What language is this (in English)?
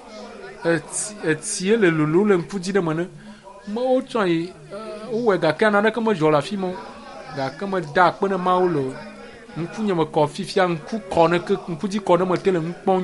Ewe